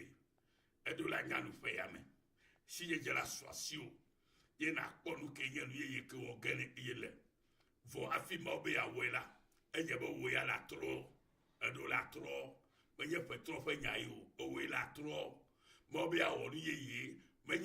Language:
Ewe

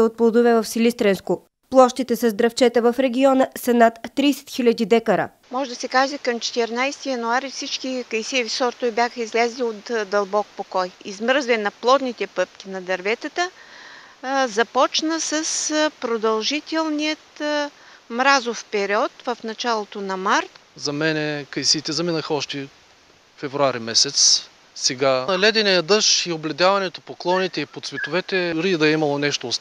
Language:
Bulgarian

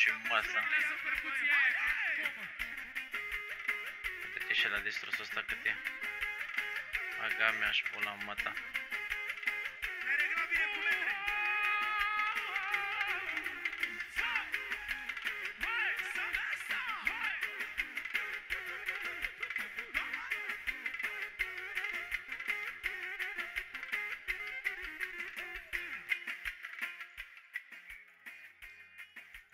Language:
Romanian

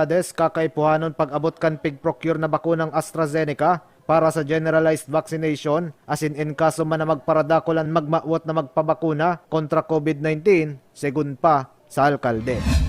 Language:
Bikol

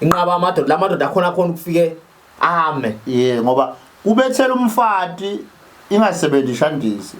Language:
Zulu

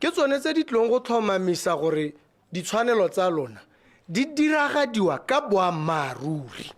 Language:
Tswana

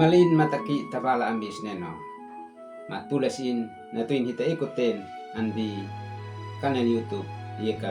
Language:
Uab Meto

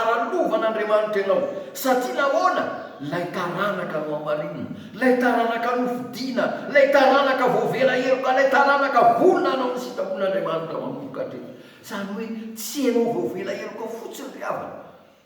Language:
Malagasy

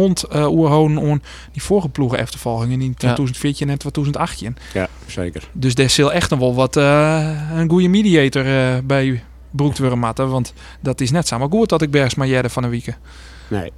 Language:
Western Frisian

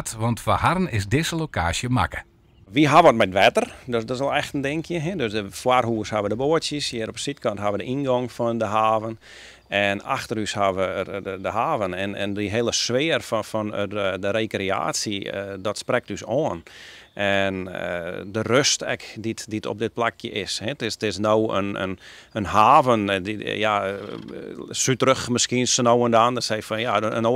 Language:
Western Frisian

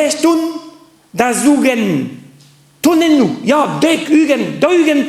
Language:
Breton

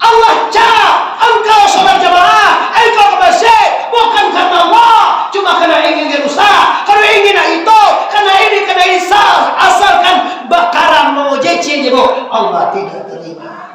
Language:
Minangkabau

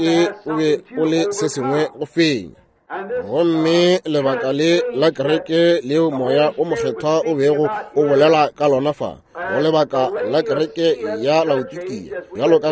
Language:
Northern Sotho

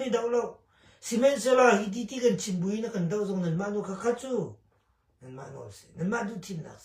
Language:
Hakha Chin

